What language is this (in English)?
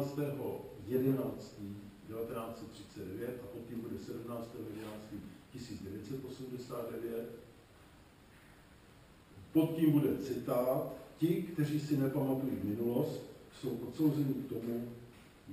Czech